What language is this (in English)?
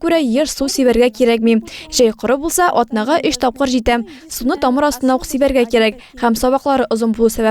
Tatar